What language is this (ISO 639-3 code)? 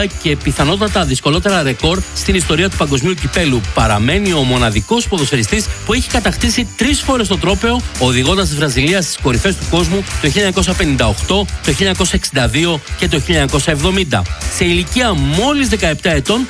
ell